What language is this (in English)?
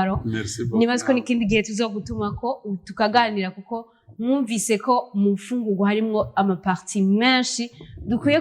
Rundi